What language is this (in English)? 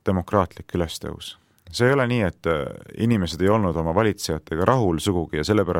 Estonian